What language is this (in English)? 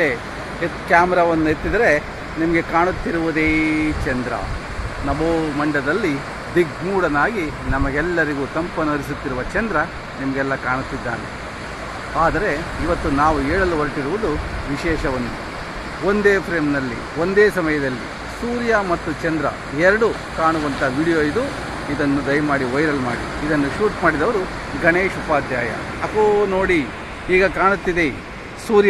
Kannada